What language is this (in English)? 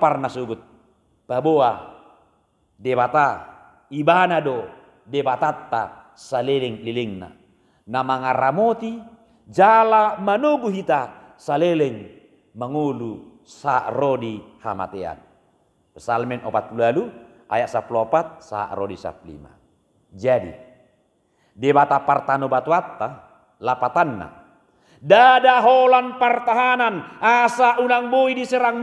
Batak Toba